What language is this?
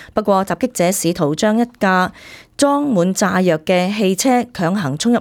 Cantonese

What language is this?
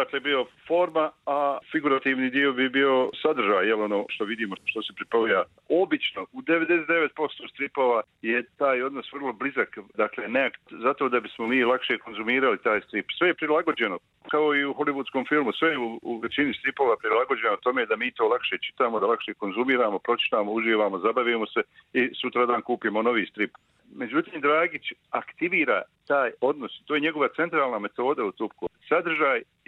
Croatian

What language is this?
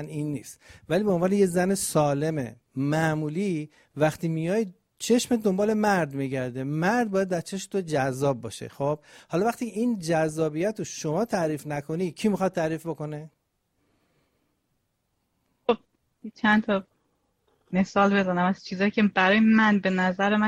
Persian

